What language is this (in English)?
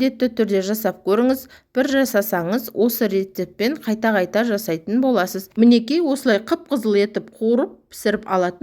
Kazakh